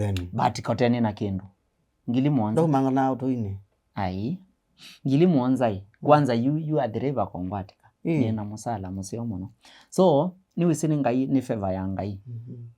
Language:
Kamba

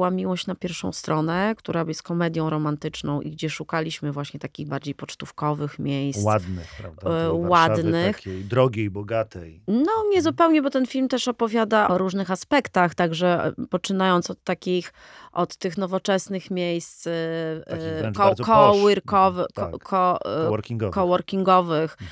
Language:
Polish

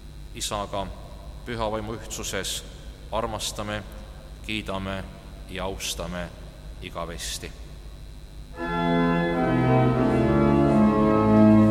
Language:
Estonian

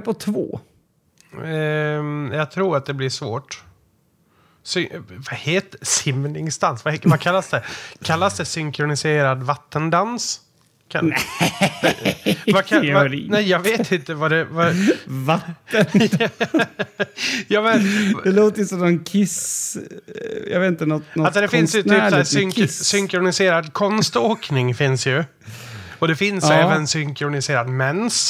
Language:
Swedish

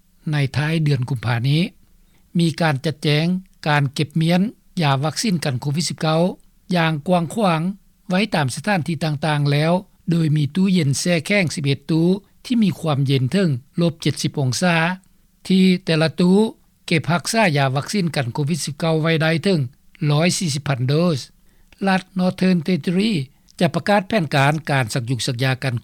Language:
Lao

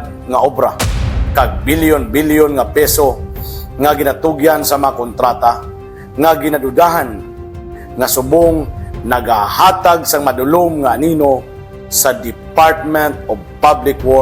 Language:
Hiligaynon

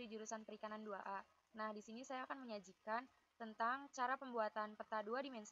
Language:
Indonesian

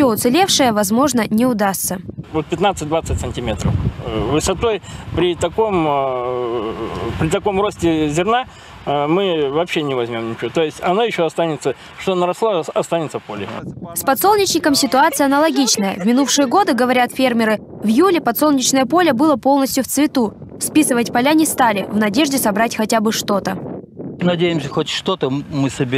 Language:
Russian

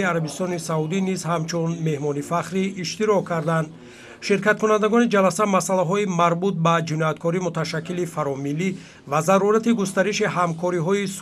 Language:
Tajik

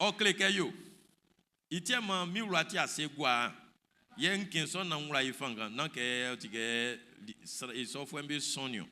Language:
Baoulé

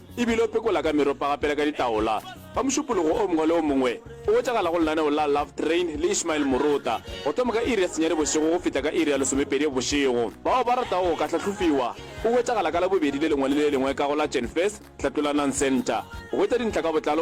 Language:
Northern Sotho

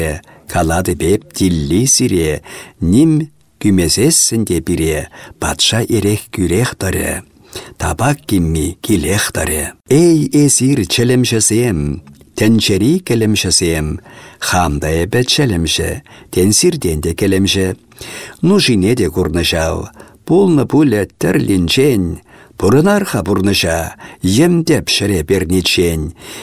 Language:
Chuvash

